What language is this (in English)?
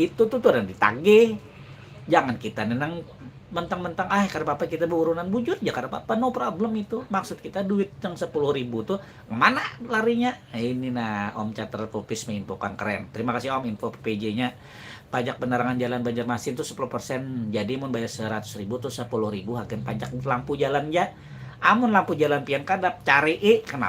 Banjar